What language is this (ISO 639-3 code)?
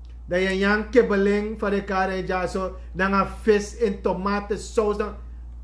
srn